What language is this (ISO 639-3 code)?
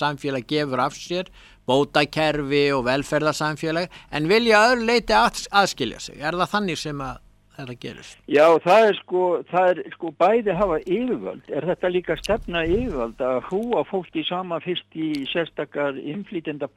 isl